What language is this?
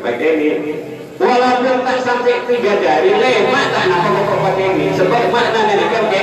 Madurese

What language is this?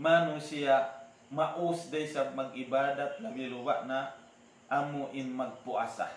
Tausug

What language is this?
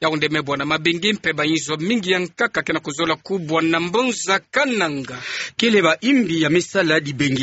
Kituba (Democratic Republic of Congo)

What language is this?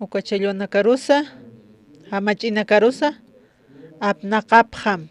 Aymara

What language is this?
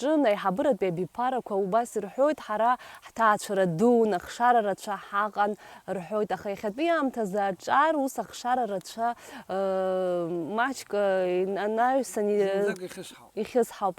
Abkhazian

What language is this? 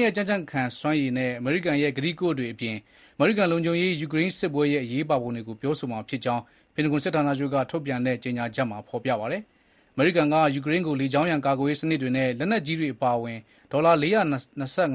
Burmese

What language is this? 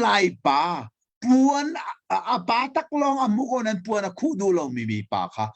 Hakha Chin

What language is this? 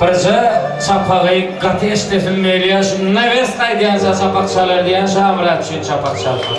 Turkmen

